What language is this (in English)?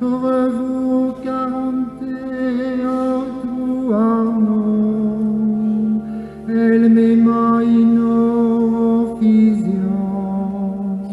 Breton